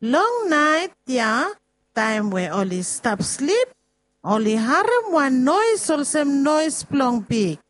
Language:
Bislama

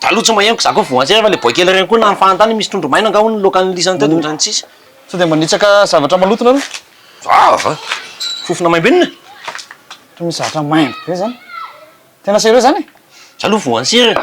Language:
Malagasy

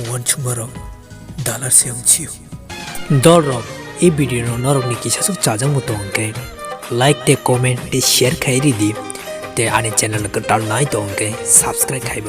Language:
Kok Borok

